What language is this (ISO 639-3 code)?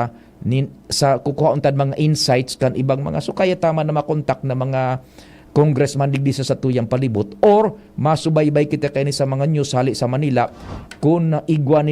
bik